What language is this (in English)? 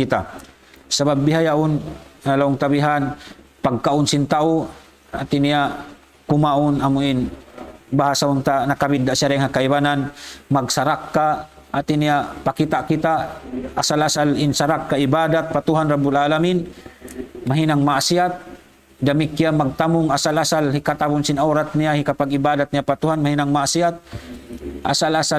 Tausug